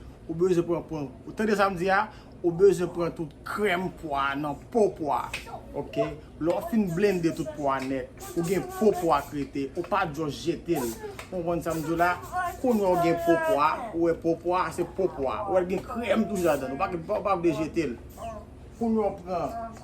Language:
Haitian Creole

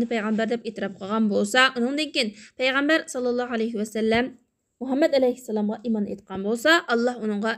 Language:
Uyghur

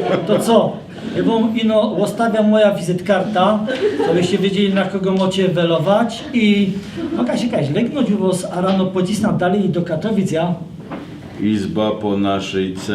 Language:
Silesian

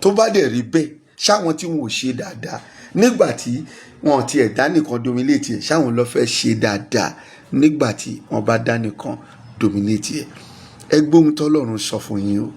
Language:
Yoruba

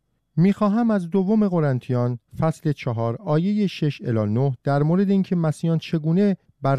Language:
Persian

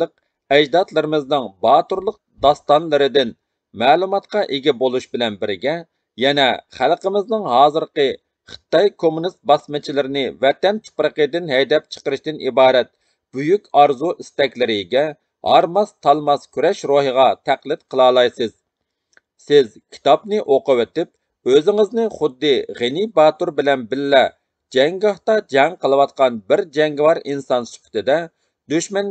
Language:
Uyghur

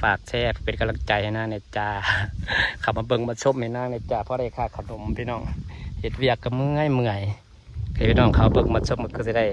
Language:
Lao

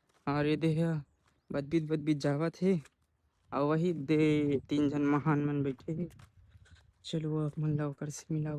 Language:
Chhattisgarhi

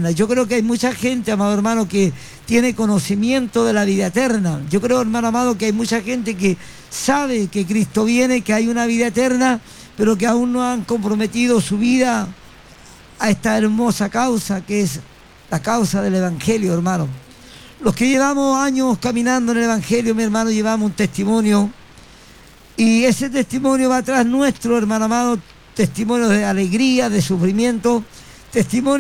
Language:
Spanish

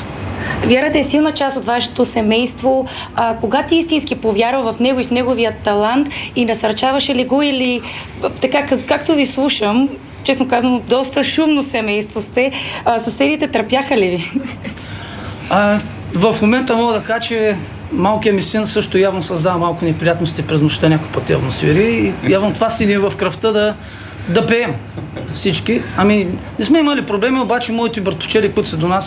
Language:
Bulgarian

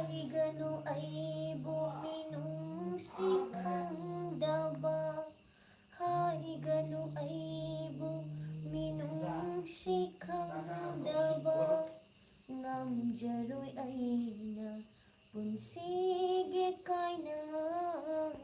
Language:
Manipuri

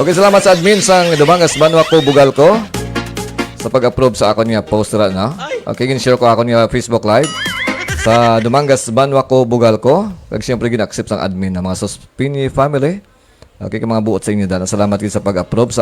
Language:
Hiligaynon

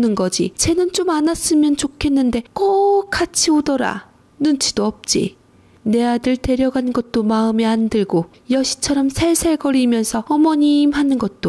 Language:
Korean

